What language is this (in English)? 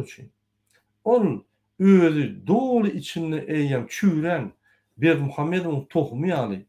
Turkmen